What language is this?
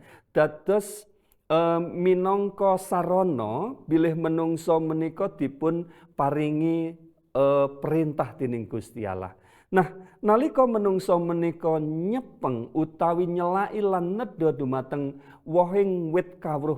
Javanese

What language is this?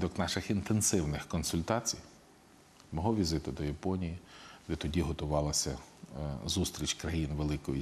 Ukrainian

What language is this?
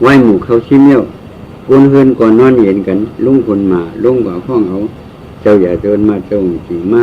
Shan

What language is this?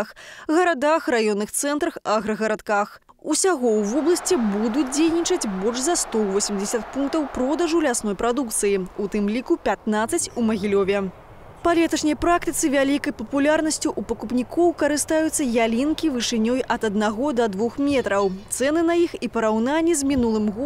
Belarusian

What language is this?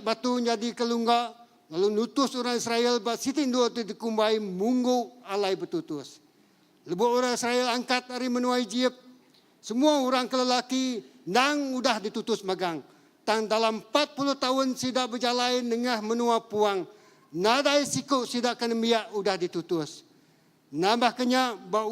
Iban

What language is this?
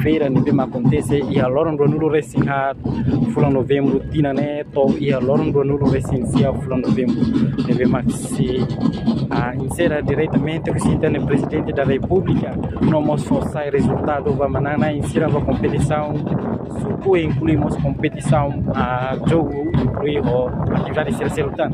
Tetum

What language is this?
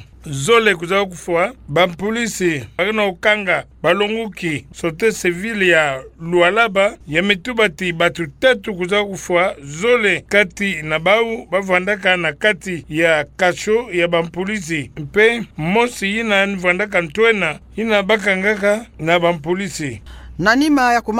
Kituba (Democratic Republic of Congo)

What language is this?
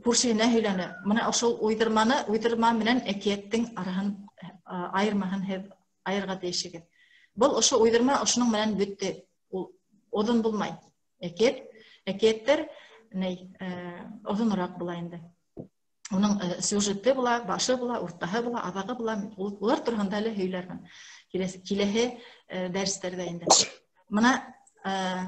Bashkir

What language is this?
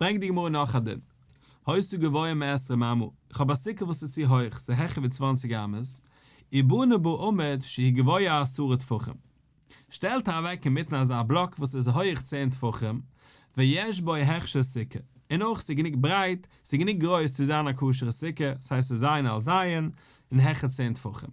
Yiddish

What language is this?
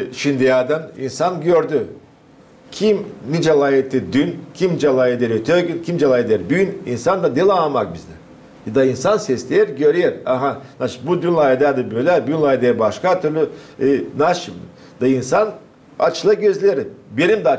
Gagauz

